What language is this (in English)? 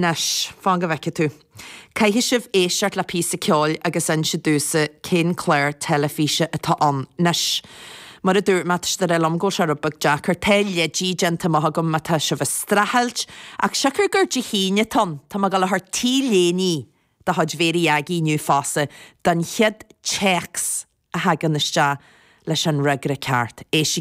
Irish